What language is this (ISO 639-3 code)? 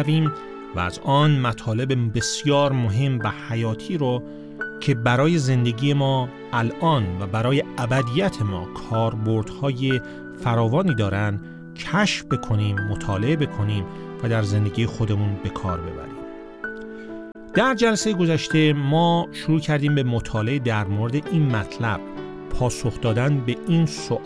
fas